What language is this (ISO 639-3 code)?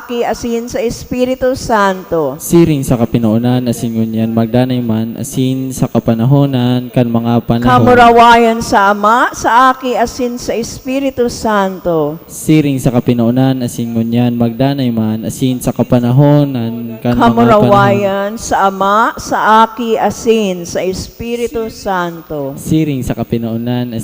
bik